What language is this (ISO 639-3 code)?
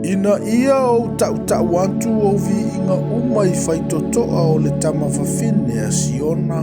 smo